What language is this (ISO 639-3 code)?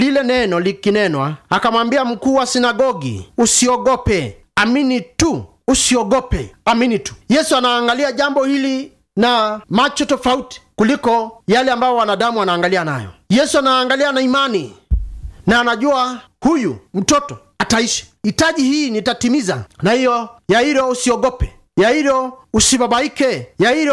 swa